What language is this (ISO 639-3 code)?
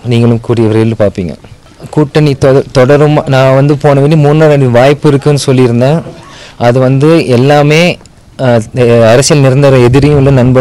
tam